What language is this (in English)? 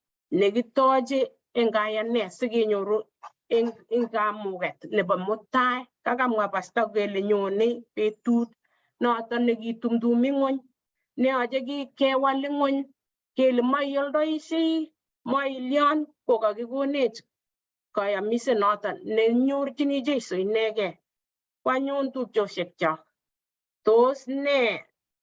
Kalenjin